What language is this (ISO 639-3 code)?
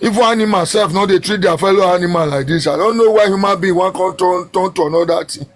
pcm